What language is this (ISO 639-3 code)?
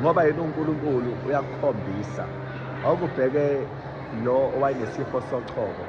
zul